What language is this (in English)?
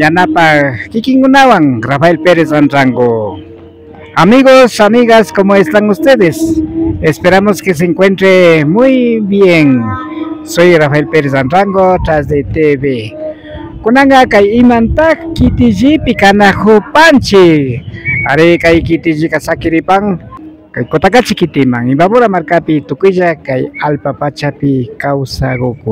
Imbabura Highland Quichua